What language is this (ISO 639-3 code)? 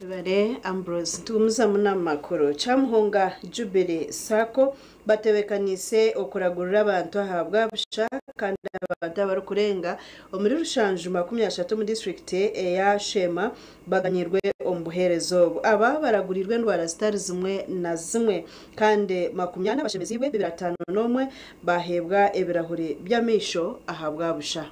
nyn